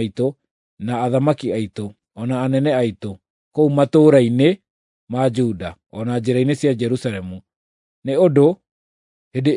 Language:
Kikuyu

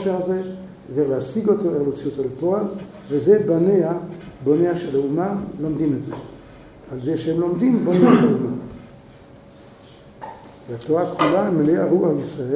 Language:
Hebrew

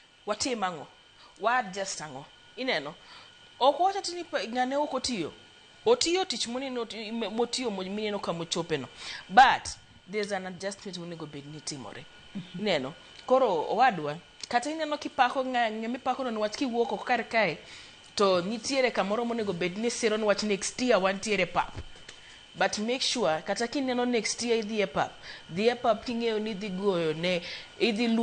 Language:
Luo (Kenya and Tanzania)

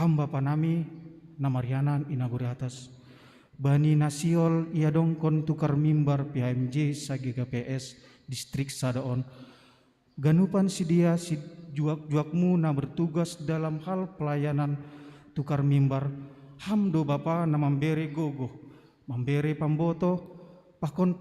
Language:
Batak Simalungun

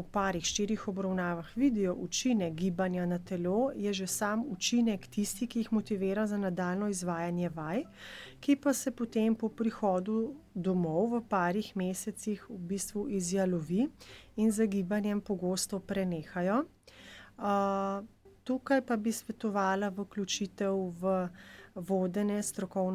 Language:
Slovenian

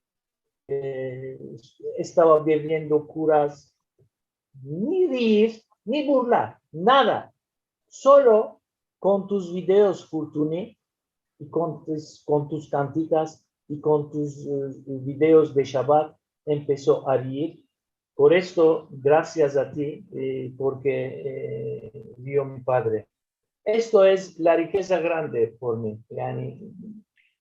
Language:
Ladino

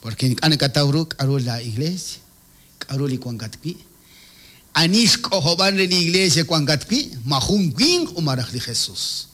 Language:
Kekchí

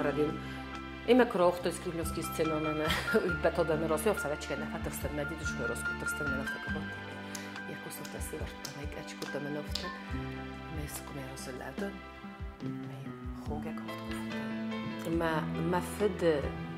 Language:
Ossetic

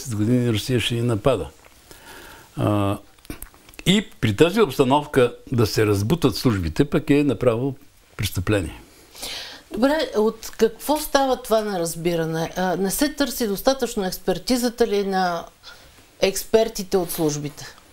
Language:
Bulgarian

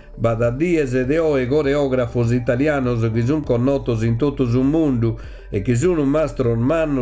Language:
Sardinian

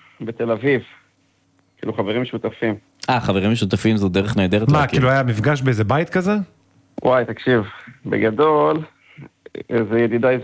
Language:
Hebrew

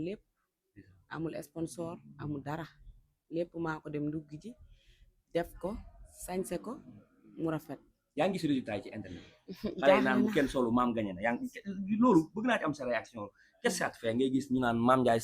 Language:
Wolof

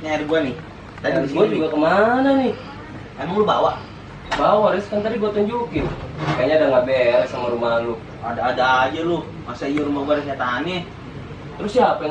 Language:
Betawi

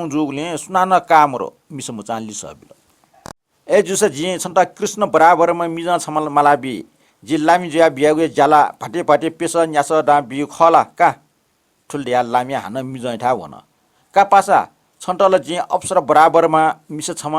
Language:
Newari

